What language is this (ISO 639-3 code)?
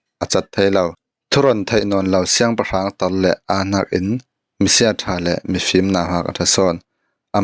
cfm